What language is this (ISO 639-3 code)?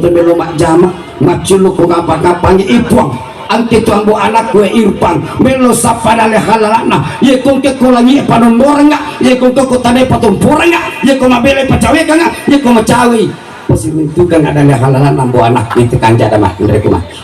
bug